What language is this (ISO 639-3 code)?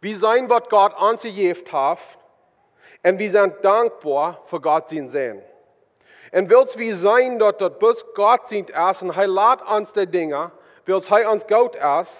pdt